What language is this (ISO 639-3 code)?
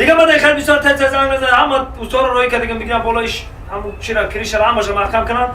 tgk